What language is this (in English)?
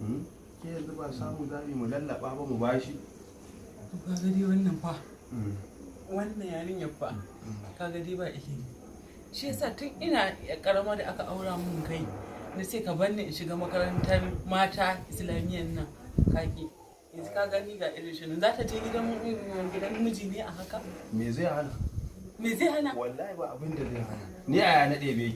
Hausa